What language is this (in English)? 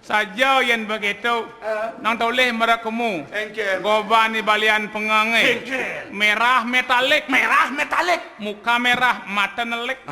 Balinese